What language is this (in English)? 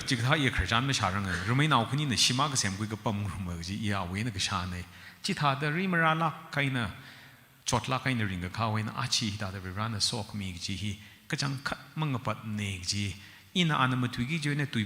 Tangkhul Naga (India)